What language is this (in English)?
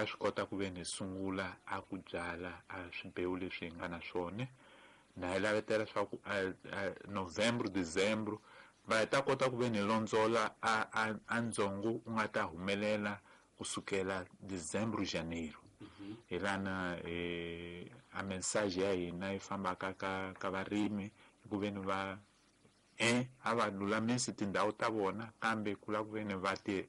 Tsonga